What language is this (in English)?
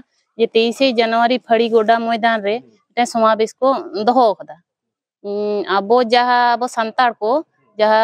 Santali